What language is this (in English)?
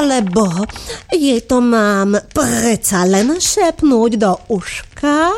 Slovak